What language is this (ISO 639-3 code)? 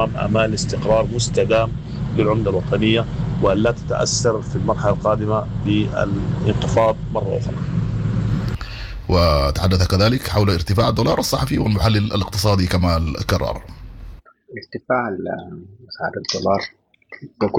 apd